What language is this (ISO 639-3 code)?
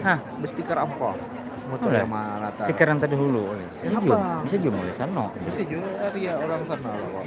bjn